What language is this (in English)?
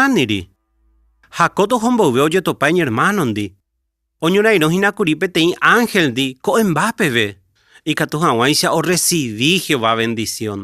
Guarani